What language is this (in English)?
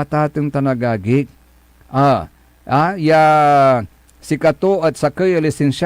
Pangasinan